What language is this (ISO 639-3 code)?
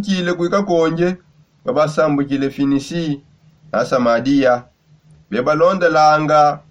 sop